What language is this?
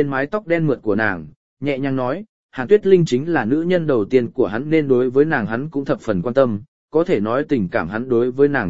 Vietnamese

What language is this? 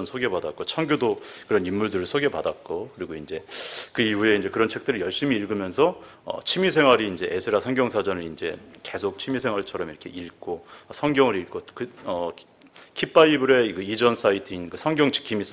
Korean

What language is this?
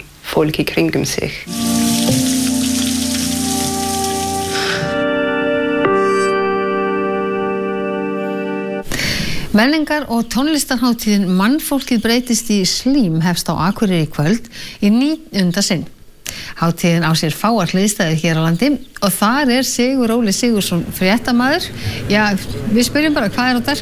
Icelandic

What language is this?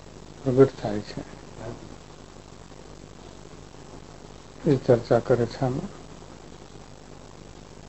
Gujarati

